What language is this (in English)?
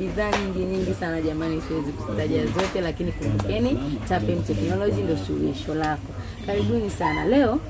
Swahili